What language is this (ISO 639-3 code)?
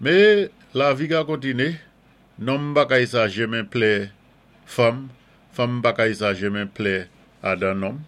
acf